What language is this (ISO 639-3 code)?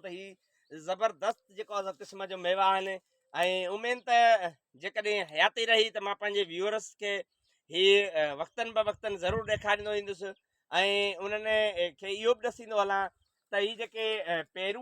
snd